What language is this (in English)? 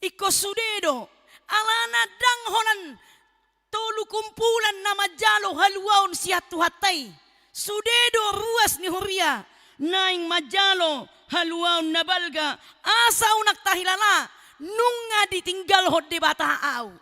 Batak Toba